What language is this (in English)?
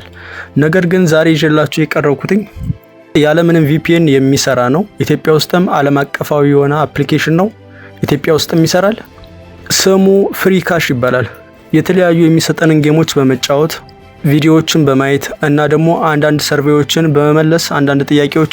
Amharic